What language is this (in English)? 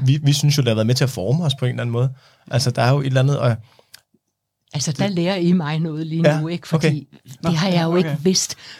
Danish